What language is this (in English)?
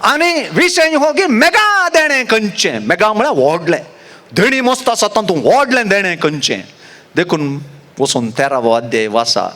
Konkani